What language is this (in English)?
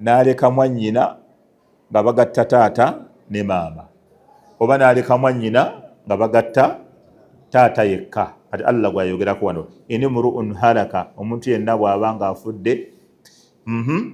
Ganda